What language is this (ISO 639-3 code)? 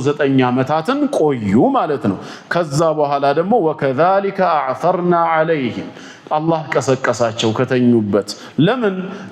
amh